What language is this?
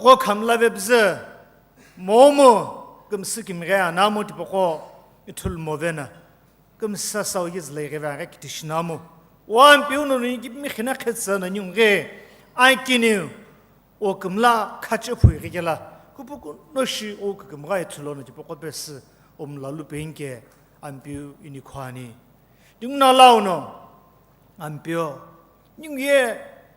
Sumi Naga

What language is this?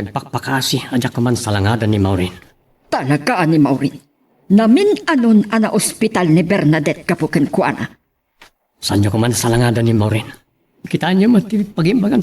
Iloko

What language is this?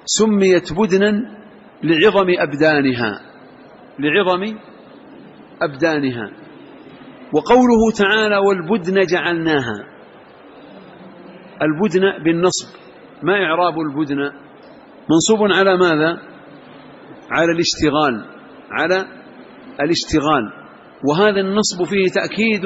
Arabic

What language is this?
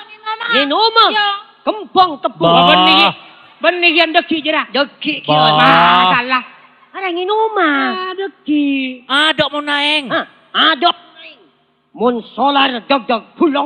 Madurese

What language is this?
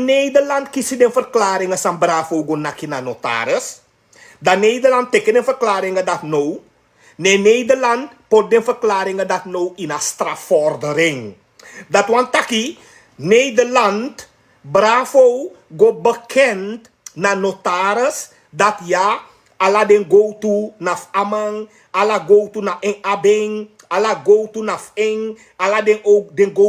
Sranan Tongo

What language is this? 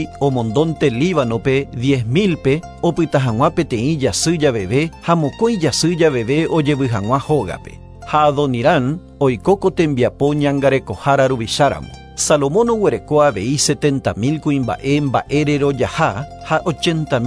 Guarani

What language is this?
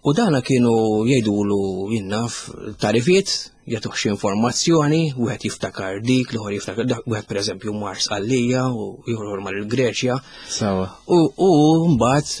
Maltese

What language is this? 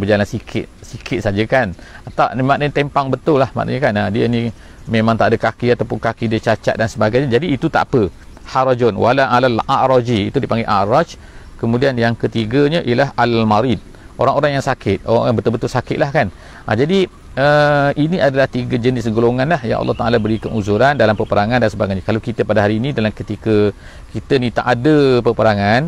Malay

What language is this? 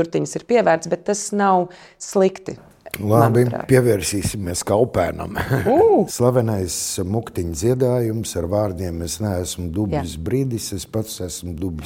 Latvian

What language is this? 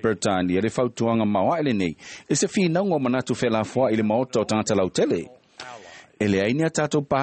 Samoan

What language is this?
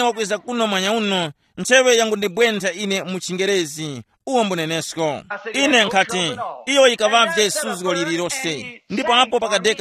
Tumbuka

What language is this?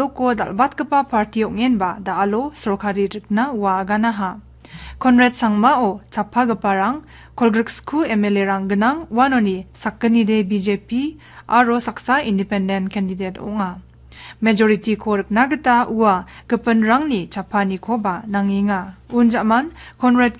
Garo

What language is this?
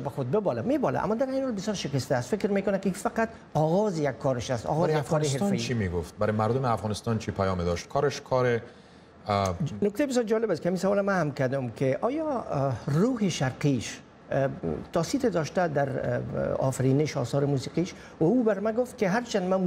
Persian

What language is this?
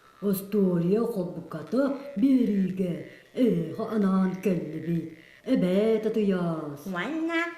Yakut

